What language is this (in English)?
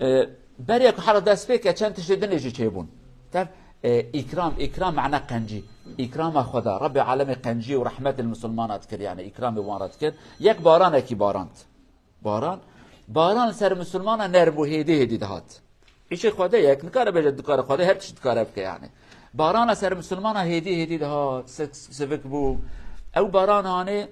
Kurdish